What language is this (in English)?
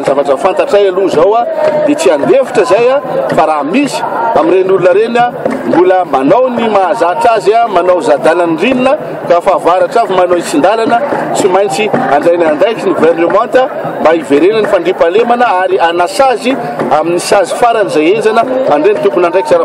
Malagasy